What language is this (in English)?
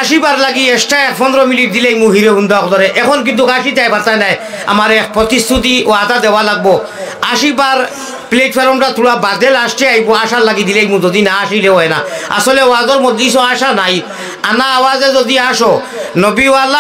Sylheti